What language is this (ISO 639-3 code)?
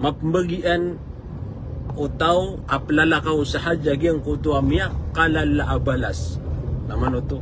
mrw